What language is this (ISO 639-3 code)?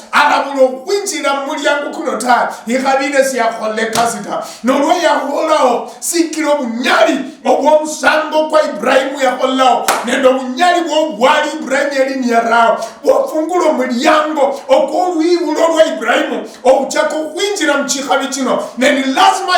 luy